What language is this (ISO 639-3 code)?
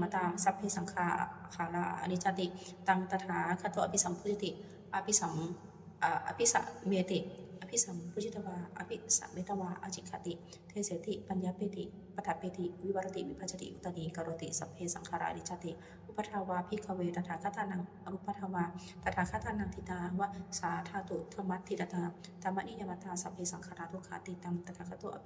pli